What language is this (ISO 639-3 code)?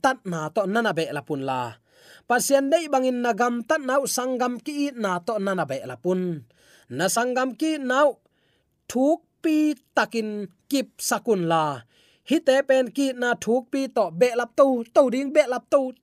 ctd